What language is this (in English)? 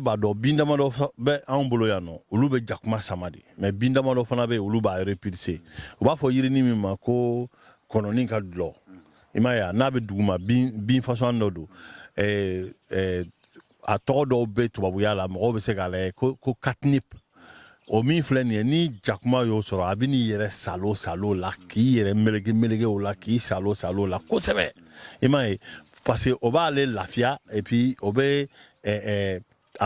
Bambara